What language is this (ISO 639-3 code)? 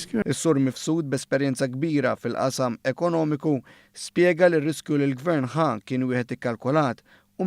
mlt